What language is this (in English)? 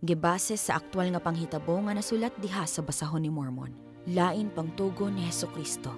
Cebuano